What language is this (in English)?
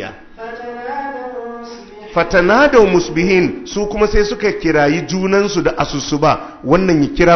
Hausa